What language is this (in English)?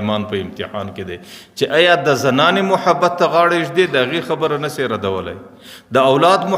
Pashto